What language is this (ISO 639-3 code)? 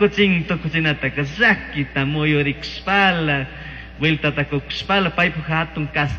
qug